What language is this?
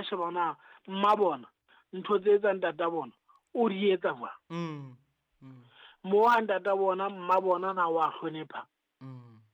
Southern Sotho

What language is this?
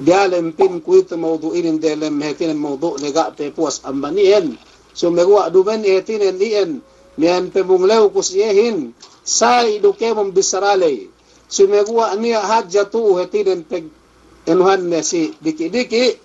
Yakan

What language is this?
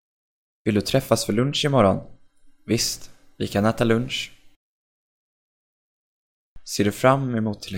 Swedish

